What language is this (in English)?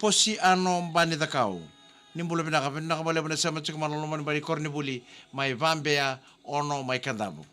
Fijian